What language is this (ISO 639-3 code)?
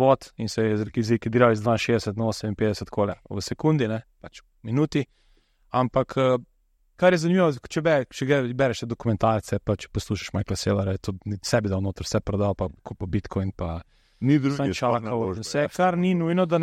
slv